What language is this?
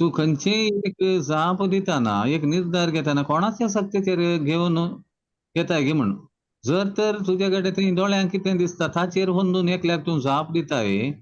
Konkani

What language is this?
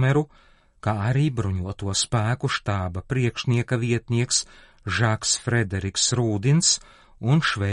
Latvian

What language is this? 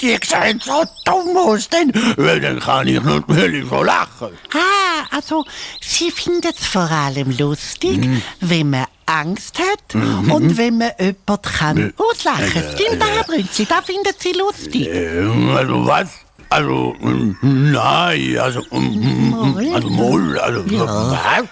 Swiss German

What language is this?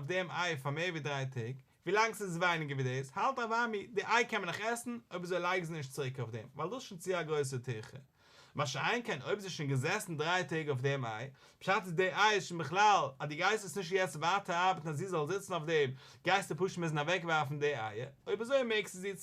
Yiddish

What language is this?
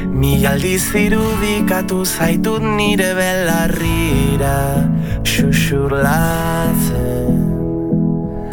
Basque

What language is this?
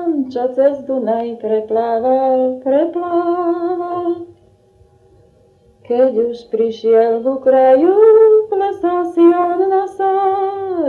Slovak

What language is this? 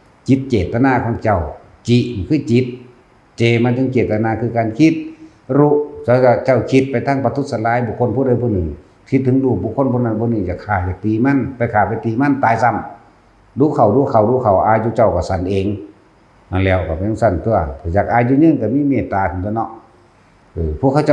Northeastern Thai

